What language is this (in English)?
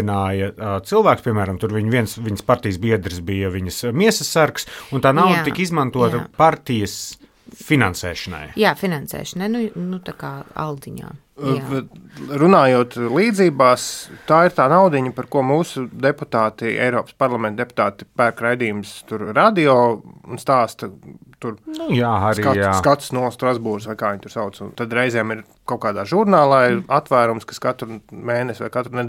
Latvian